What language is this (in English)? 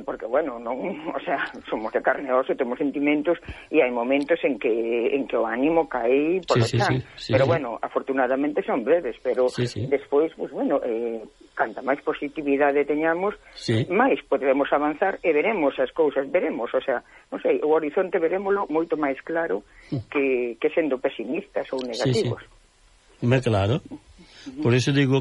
Galician